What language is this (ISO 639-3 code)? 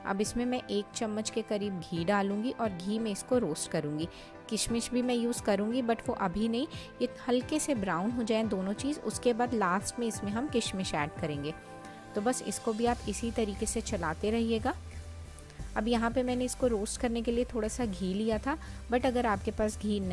hin